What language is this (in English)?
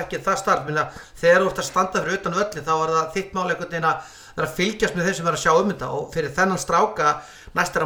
Icelandic